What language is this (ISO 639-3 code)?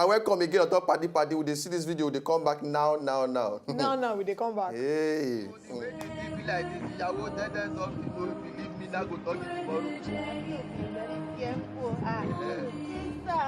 pcm